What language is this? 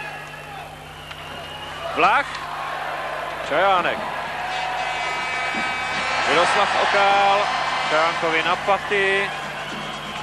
Czech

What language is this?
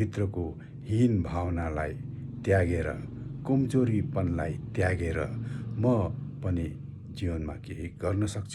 Nepali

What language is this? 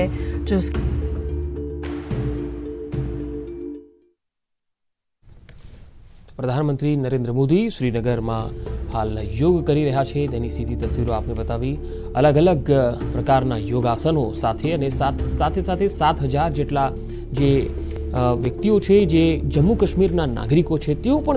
Gujarati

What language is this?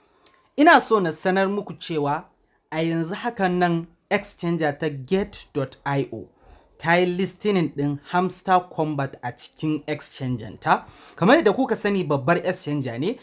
Hausa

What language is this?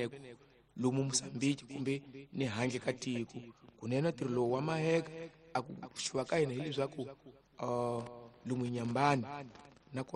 Tsonga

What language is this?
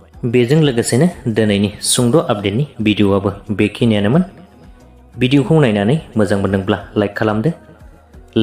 Bodo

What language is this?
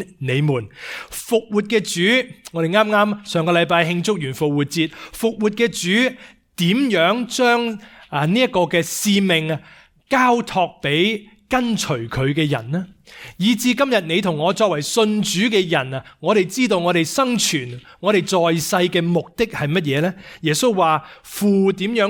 Cantonese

